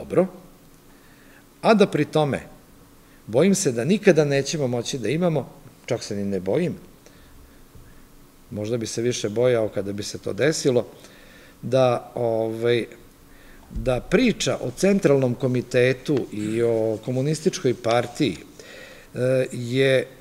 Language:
Serbian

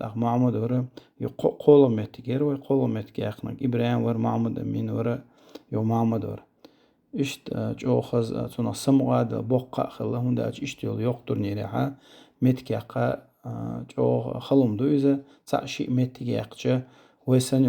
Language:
Chechen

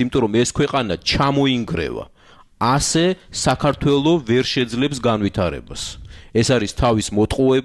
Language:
Georgian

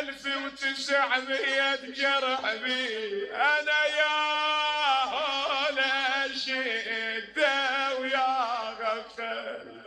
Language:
Mesopotamian Arabic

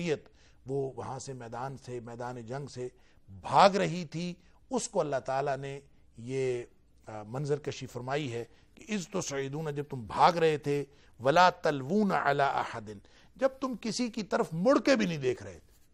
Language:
Urdu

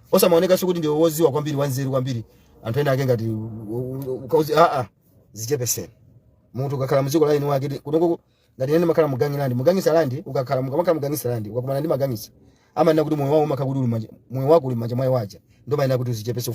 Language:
Nyanja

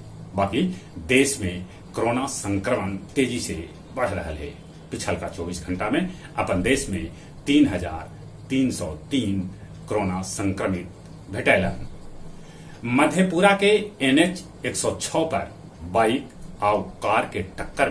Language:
Magahi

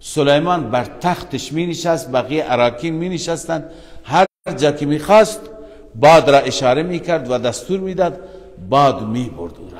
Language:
Persian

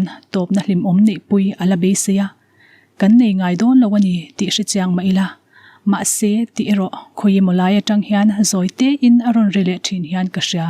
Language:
Mizo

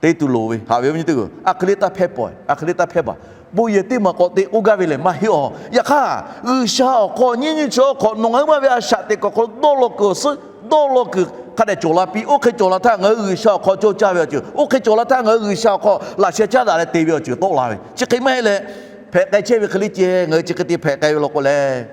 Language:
Lahu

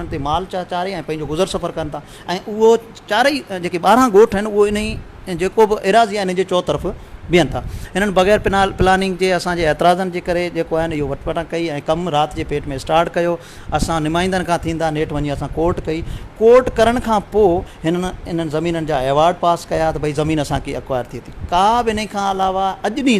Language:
Sindhi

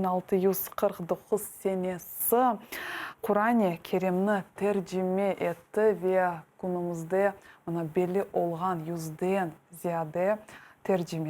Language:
Crimean Tatar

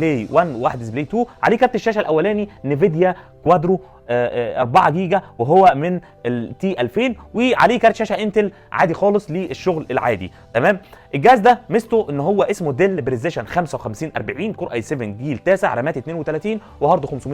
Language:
Egyptian Arabic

